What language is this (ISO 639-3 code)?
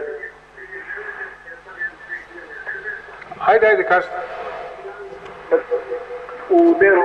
srp